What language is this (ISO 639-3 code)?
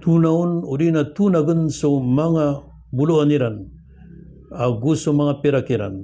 mrw